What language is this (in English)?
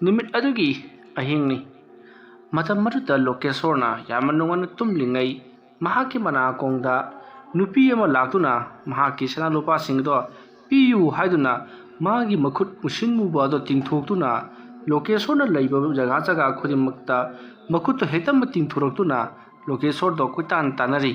Manipuri